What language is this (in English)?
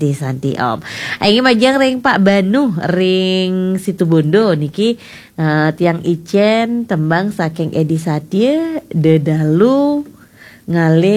Balinese